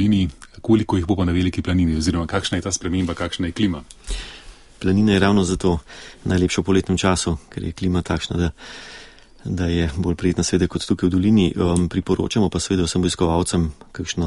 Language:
Slovenian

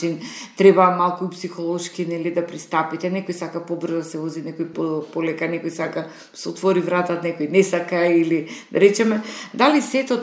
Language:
Macedonian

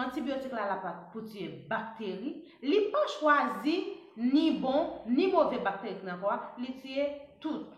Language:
Haitian Creole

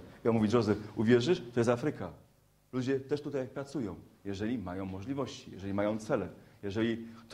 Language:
Polish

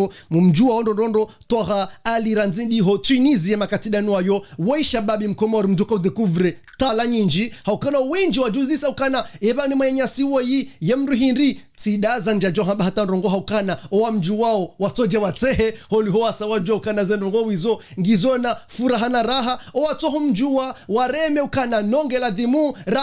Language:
Ngazidja Comorian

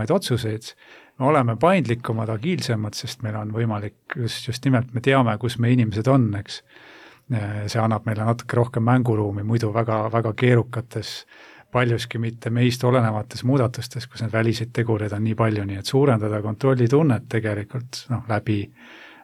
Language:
Estonian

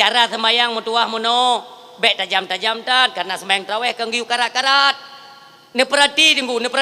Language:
Achinese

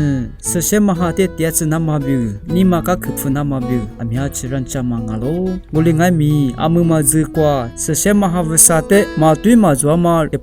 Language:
Lisu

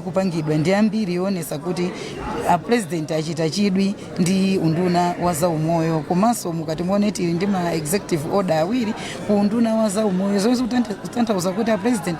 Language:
Nyanja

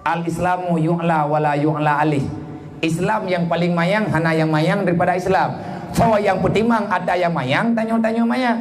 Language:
Achinese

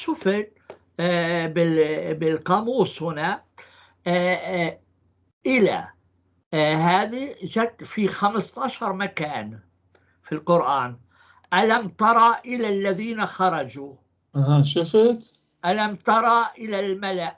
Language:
North Levantine Arabic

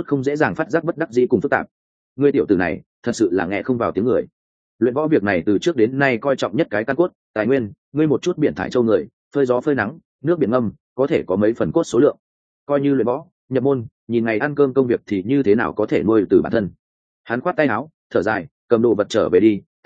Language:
Vietnamese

